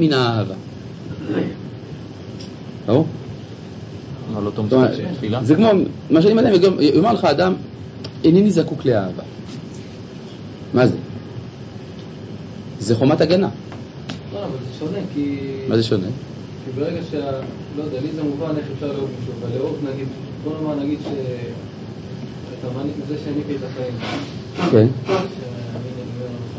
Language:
Hebrew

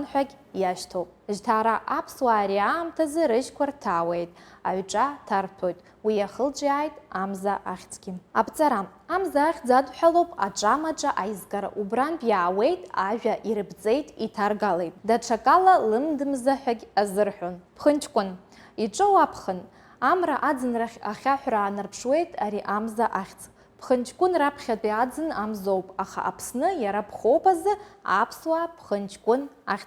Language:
Abkhazian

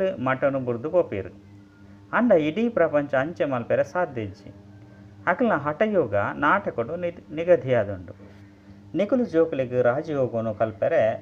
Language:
Tulu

